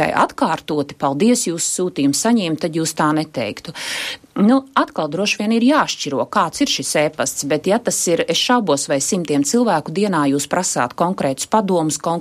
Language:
Latvian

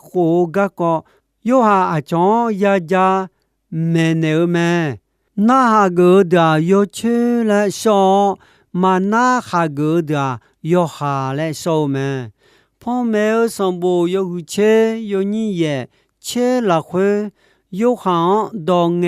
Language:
Akha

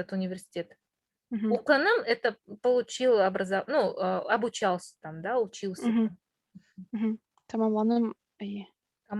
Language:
Bashkir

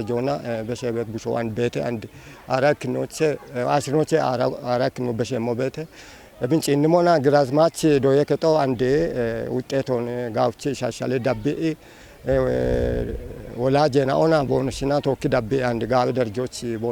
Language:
Kafa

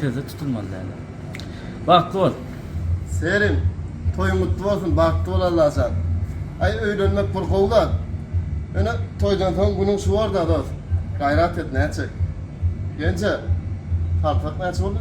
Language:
Turkmen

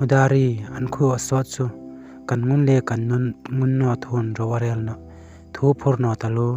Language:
Hmar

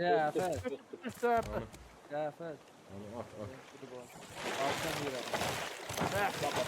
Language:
South Azerbaijani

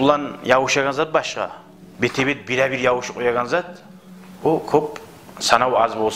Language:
Kumyk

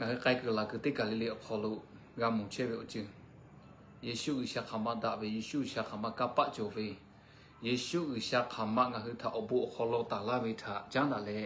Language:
Lahu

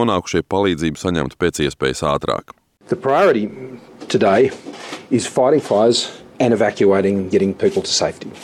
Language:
Latvian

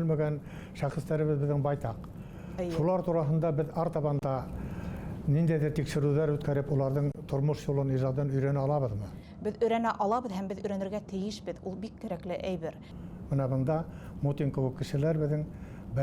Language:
Bashkir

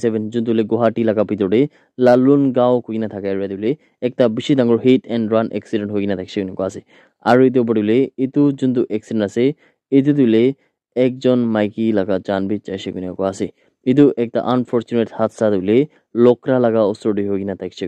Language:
Naga Pidgin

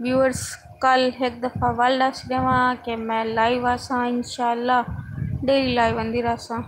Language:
Saraiki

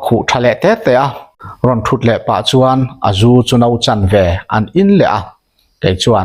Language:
Mizo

